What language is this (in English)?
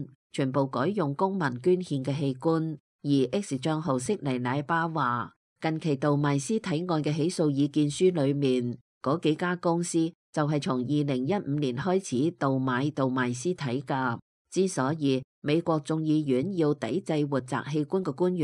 Cantonese